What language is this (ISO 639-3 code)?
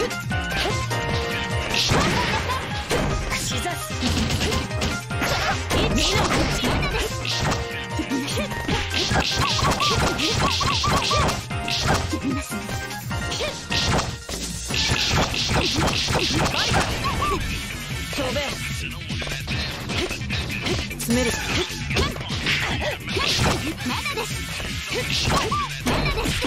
jpn